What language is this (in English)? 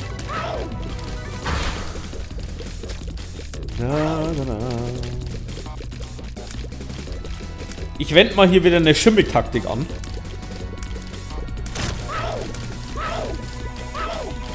German